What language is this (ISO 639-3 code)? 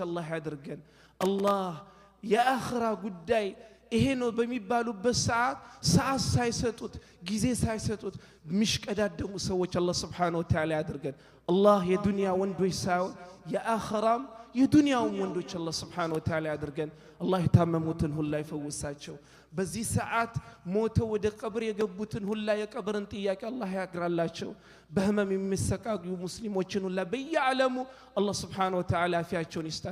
amh